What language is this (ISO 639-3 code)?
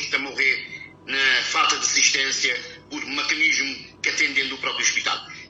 kea